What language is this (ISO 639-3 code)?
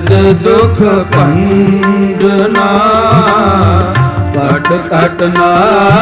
pan